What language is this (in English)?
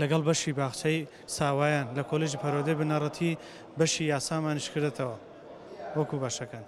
Central Kurdish